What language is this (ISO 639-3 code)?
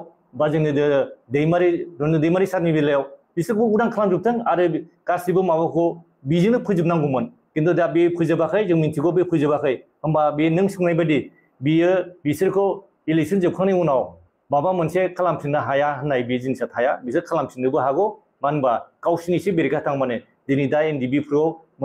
brx